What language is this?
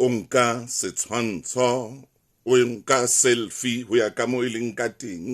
Southern Sotho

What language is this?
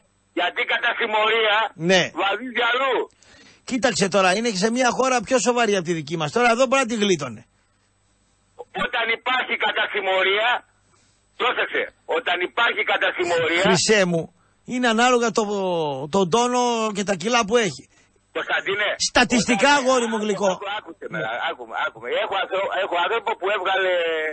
Greek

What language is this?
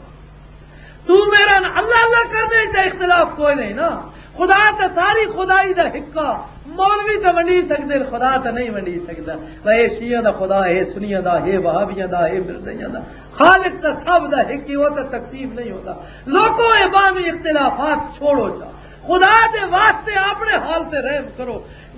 Western Panjabi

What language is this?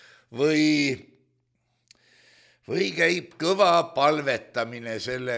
Estonian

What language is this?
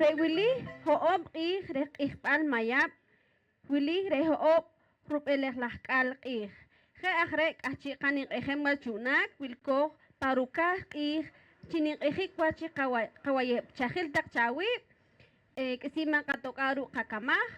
Poqomchi'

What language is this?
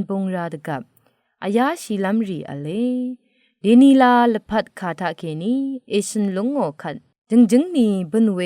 Rawang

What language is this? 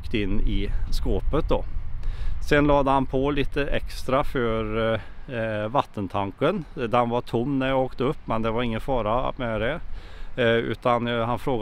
Swedish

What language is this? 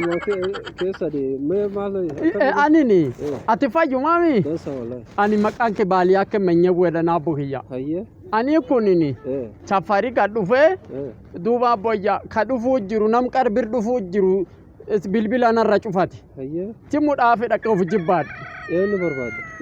Oromo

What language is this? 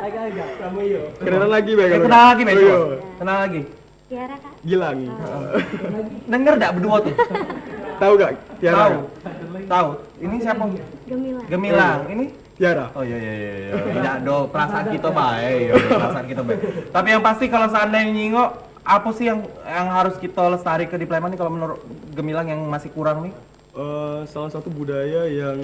Musi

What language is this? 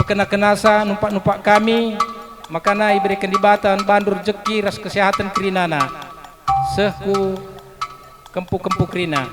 Batak Karo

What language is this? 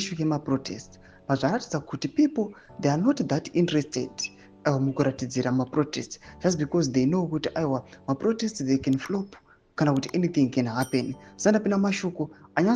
Shona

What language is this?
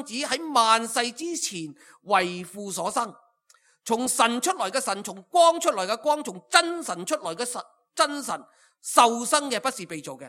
Cantonese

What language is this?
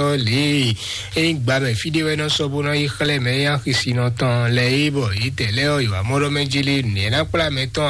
Fon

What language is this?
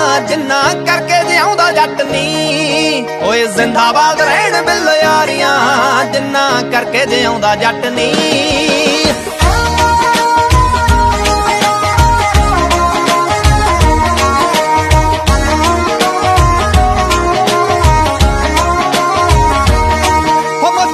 Punjabi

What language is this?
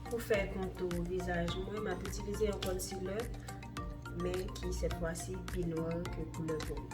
Haitian Creole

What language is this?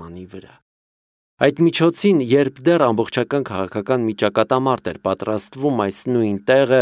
Armenian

